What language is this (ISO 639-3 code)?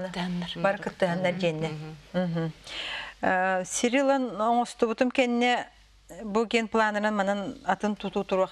sah